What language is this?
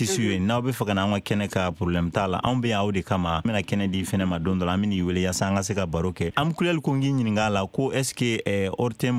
Bambara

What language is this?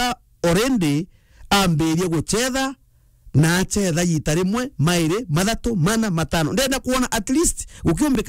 Meru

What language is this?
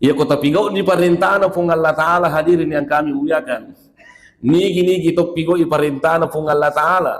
Buginese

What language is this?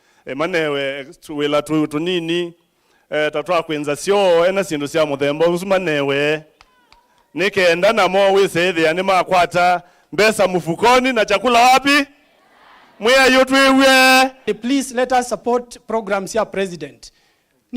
Kamba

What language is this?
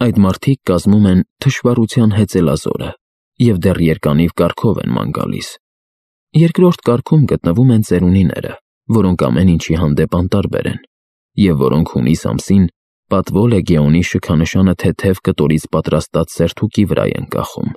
Armenian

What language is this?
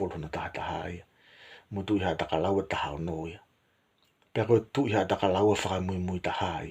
Tongan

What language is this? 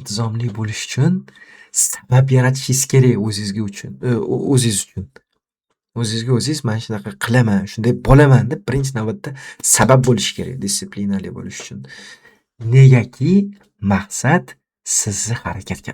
Uzbek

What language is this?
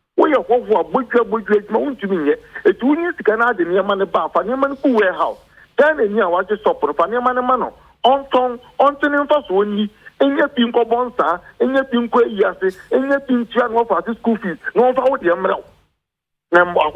Akan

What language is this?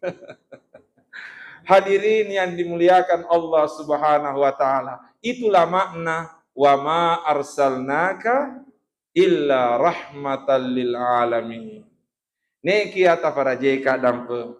Buginese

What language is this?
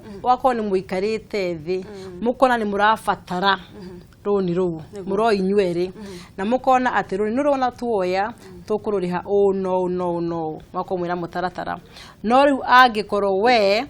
Kikuyu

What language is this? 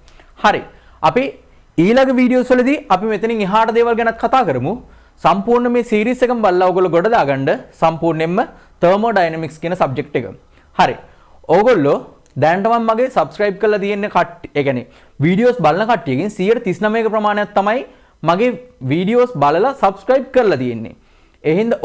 Sinhala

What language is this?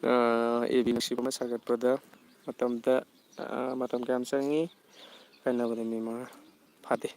Manipuri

